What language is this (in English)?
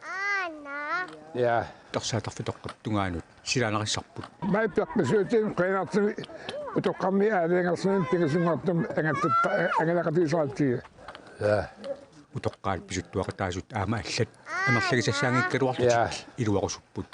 Kalaallisut